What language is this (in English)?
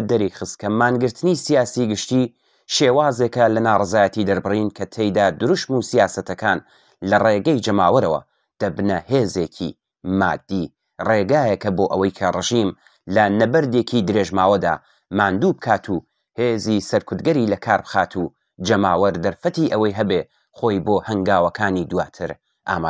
Central Kurdish